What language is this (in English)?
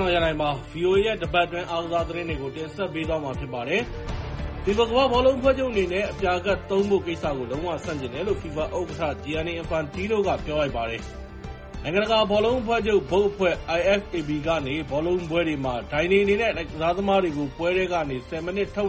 Burmese